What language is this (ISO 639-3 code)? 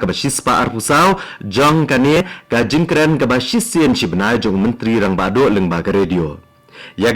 kha